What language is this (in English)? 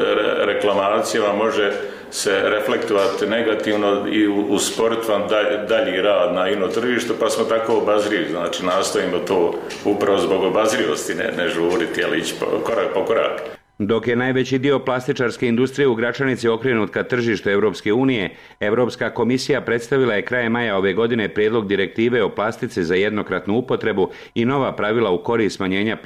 Bosnian